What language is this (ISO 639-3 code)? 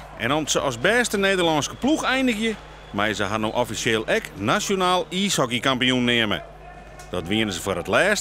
fry